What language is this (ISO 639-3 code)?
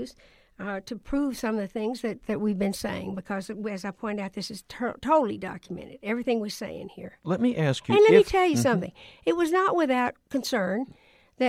eng